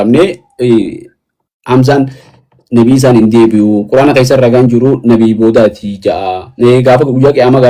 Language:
Oromo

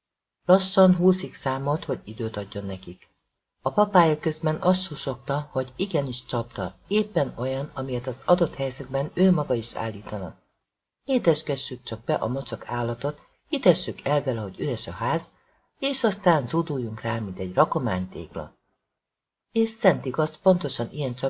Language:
Hungarian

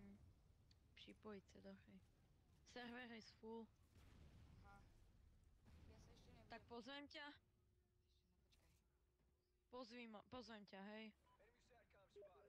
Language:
Slovak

